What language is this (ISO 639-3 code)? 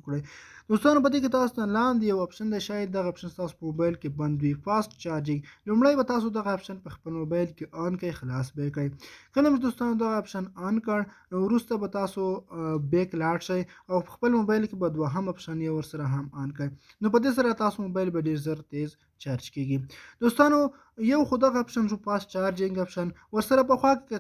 pus